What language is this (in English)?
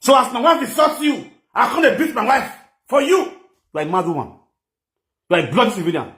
Nigerian Pidgin